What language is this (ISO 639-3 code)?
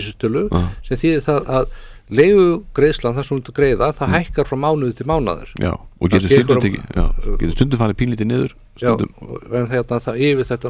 isl